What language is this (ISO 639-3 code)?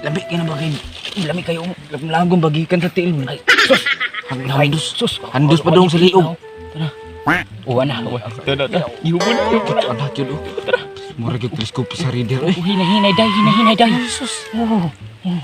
ceb